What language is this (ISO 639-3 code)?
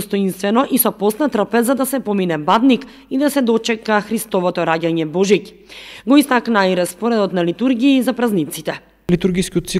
mkd